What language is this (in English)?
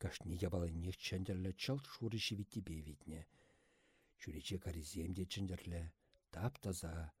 Chuvash